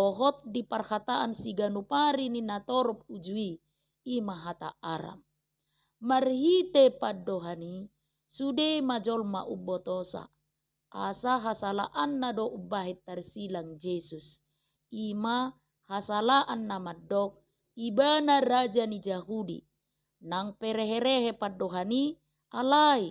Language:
Batak Toba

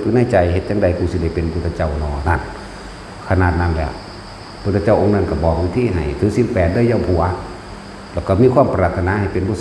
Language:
Northeastern Thai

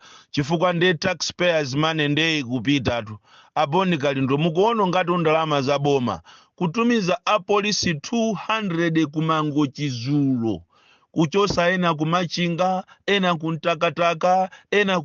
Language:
Nyanja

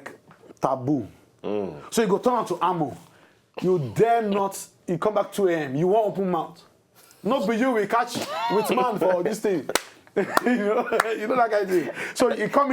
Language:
Nigerian Pidgin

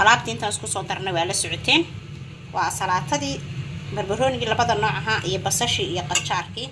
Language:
Somali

